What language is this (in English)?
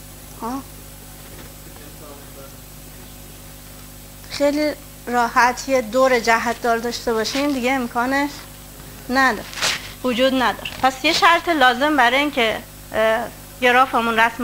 Persian